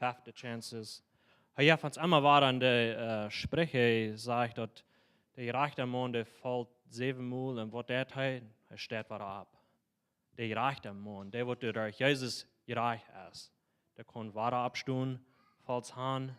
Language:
Plautdietsch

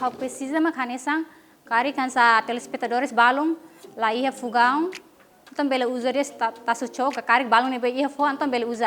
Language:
Tetum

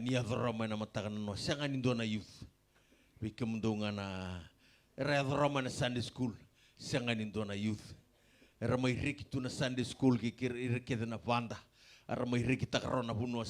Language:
Fijian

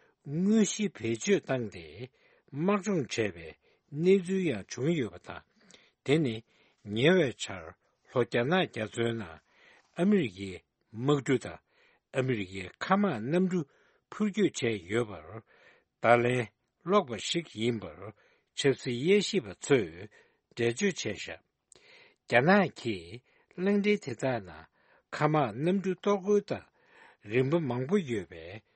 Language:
Tibetan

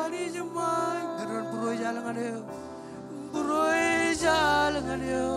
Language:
Marshallese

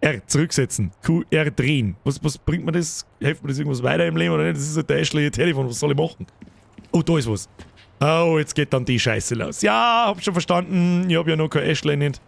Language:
Bavarian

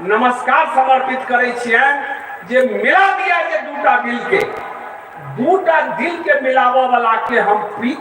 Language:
Maithili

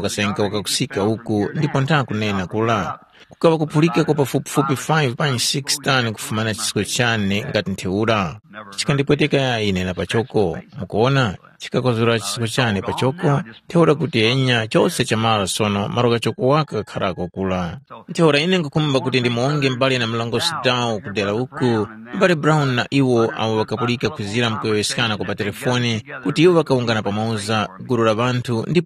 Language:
Tumbuka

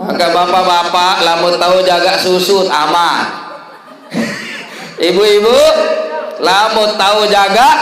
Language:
Sasak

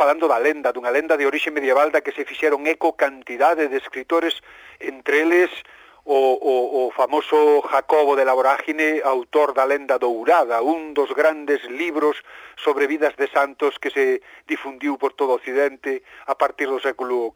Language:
Galician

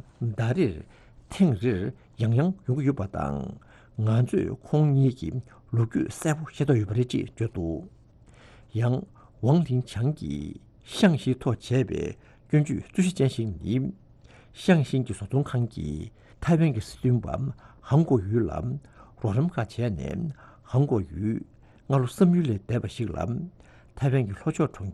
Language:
Tibetan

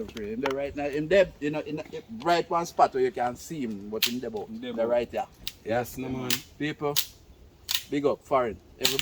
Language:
Jamaican Creole English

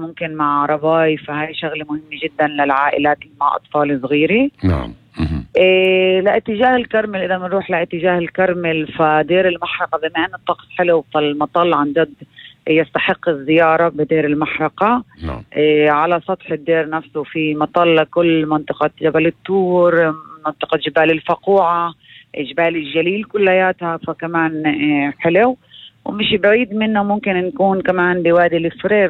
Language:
North Levantine Arabic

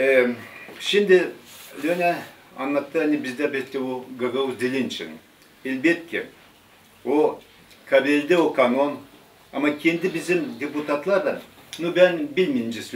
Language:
Gagauz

